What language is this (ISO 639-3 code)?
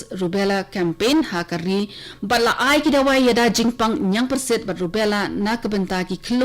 kha